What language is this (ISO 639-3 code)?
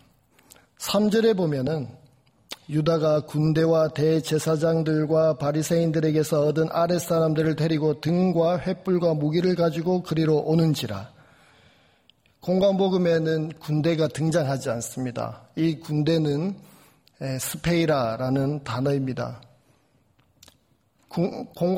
kor